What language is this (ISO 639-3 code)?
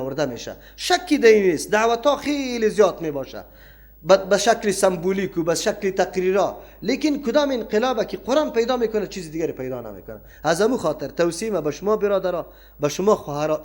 fas